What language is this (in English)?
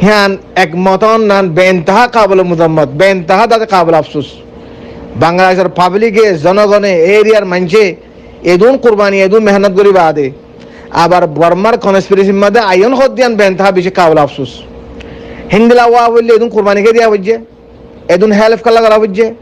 Rohingya